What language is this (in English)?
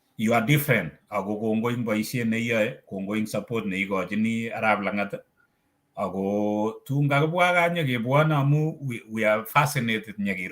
Kalenjin